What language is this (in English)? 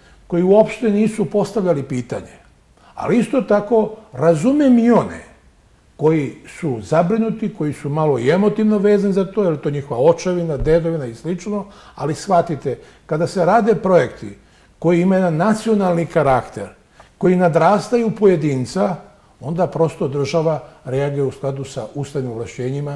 Serbian